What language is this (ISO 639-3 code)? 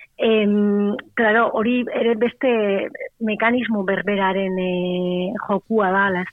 eus